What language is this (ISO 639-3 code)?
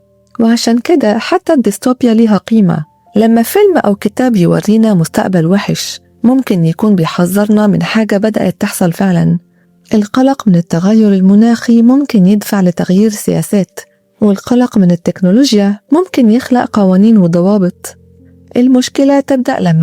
arz